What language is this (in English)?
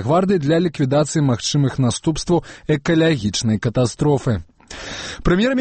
Belarusian